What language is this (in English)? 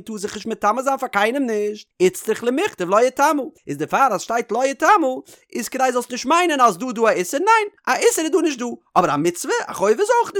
Yiddish